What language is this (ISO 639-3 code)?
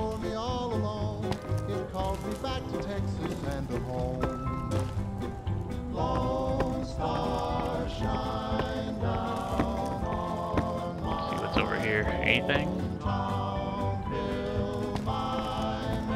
eng